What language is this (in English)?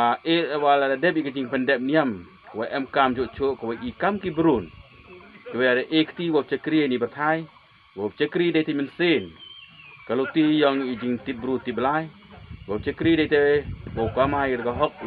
Pnar